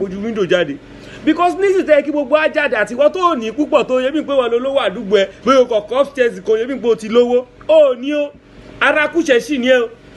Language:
Yoruba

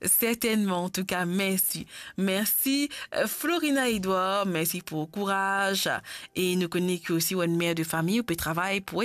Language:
Morisyen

